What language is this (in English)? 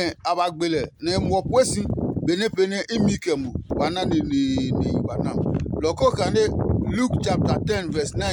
Adangme